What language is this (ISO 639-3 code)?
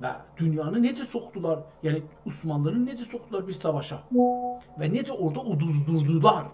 azb